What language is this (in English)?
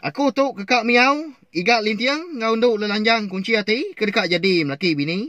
Iban